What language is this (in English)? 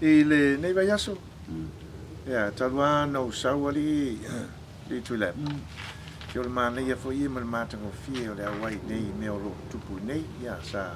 Samoan